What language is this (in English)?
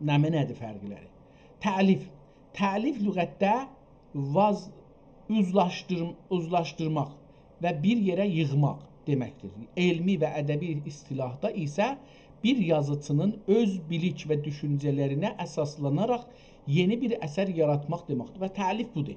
South Azerbaijani